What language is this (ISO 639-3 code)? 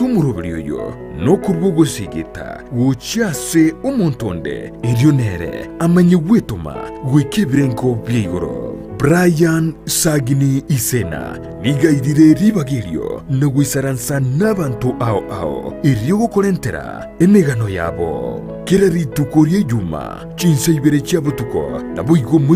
guz